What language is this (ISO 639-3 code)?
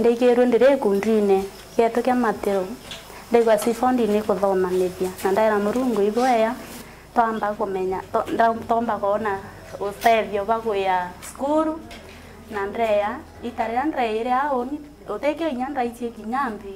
mer